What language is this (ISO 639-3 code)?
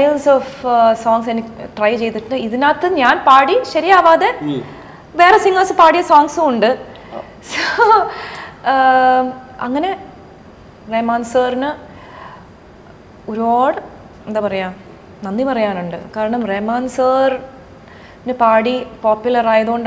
mal